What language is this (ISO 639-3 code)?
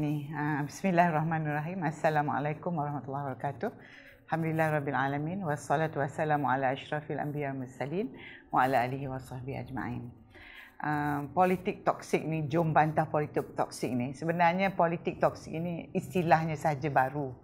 msa